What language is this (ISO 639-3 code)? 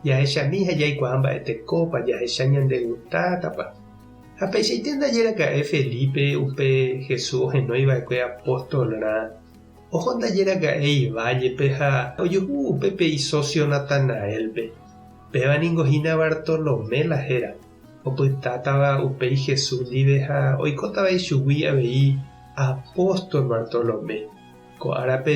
grn